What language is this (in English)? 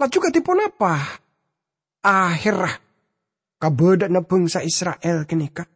Madurese